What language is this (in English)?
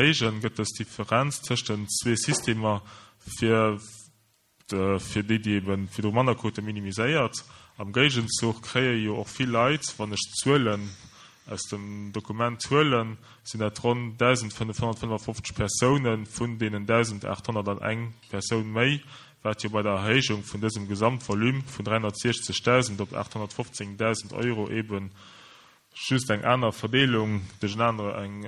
Luxembourgish